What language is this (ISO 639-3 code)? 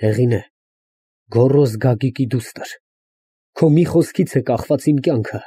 hye